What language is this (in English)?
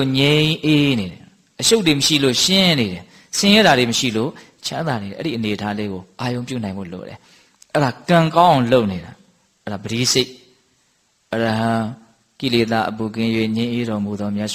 Burmese